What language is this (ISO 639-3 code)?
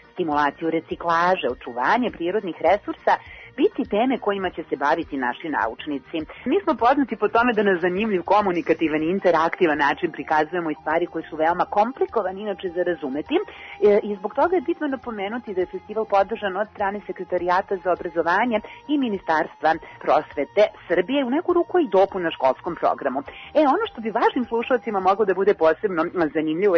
srp